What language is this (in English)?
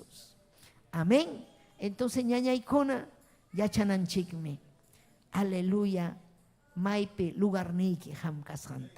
Ayacucho Quechua